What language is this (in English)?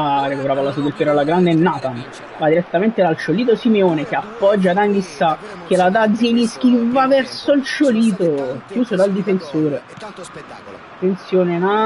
Italian